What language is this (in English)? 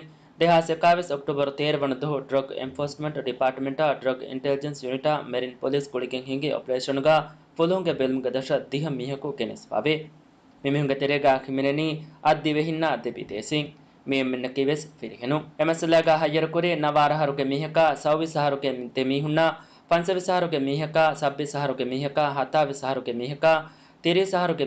Divehi